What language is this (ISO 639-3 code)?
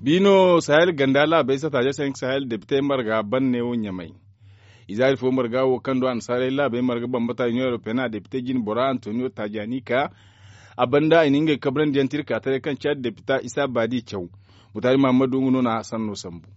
dje